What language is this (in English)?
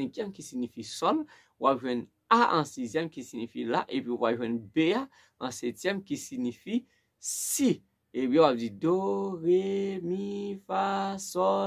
Haitian Creole